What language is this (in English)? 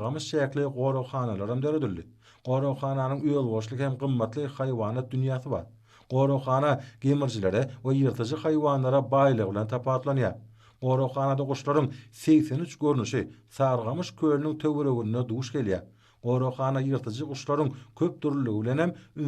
Turkmen